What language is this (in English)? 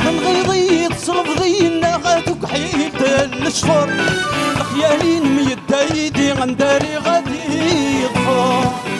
Kabyle